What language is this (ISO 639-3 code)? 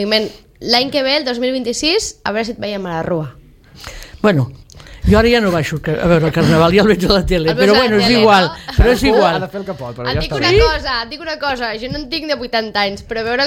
cat